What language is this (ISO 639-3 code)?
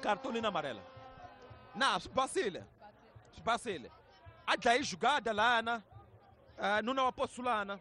tso